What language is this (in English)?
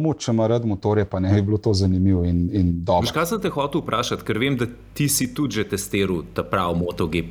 Slovenian